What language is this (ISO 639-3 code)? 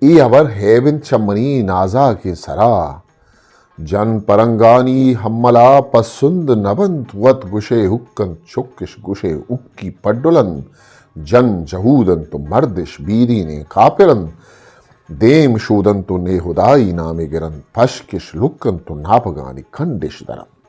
bgp